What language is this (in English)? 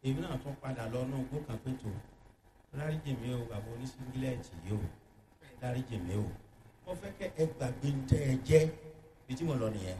Yoruba